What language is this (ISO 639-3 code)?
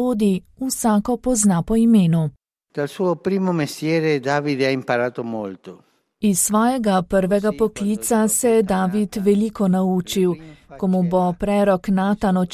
slv